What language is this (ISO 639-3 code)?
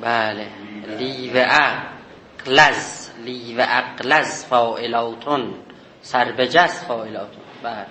azb